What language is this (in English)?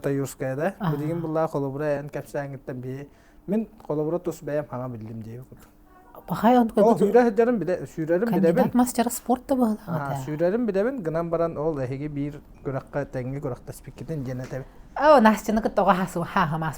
Yakut